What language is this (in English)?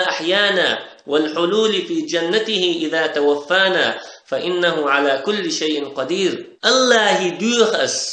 Chechen